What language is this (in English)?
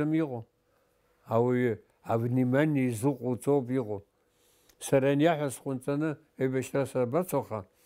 Abkhazian